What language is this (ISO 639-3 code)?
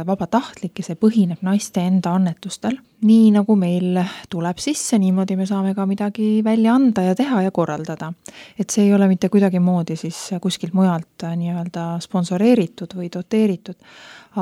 est